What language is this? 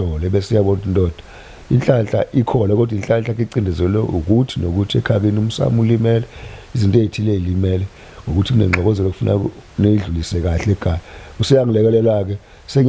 Zulu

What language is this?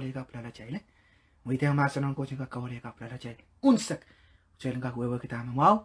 Pohnpeian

